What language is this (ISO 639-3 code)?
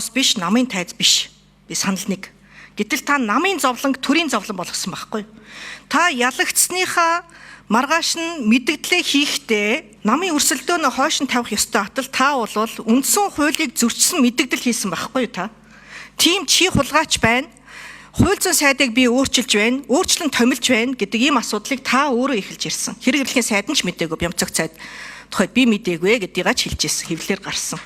mon